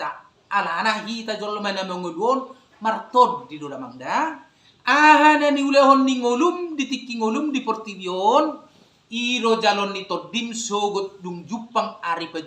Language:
Batak Toba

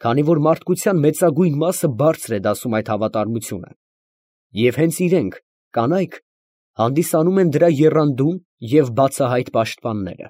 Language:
Armenian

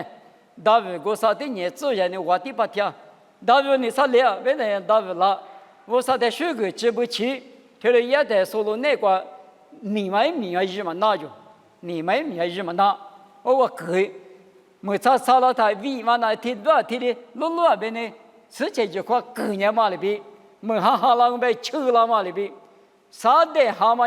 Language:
Lisu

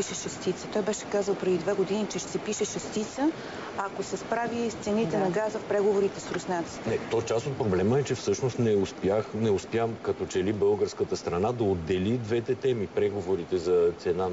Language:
Bulgarian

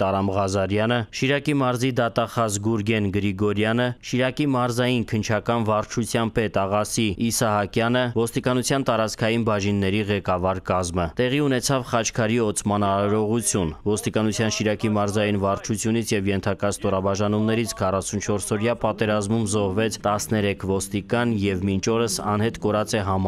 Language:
Armenian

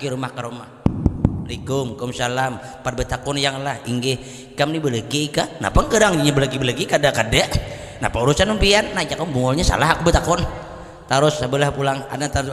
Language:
Banjar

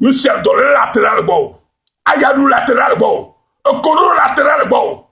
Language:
Ewe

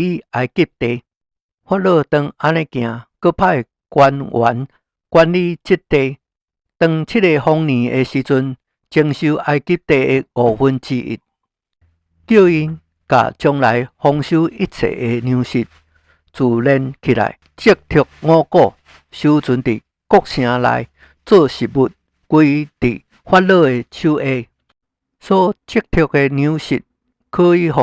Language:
Min Nan Chinese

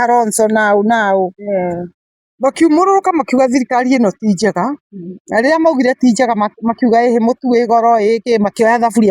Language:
Kikuyu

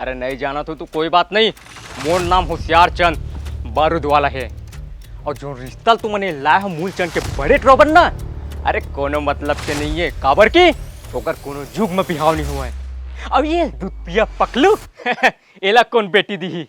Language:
Chhattisgarhi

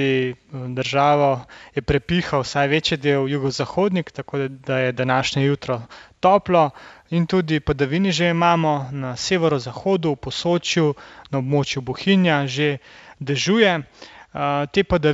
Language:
Slovenian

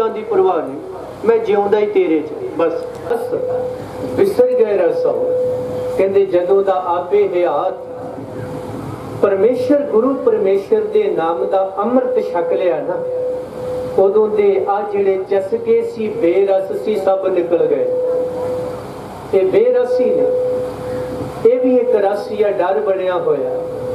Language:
Punjabi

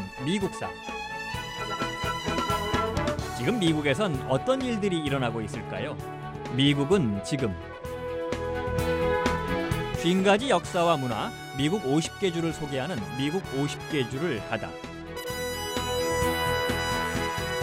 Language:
Korean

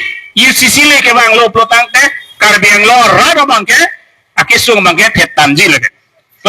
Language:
Karbi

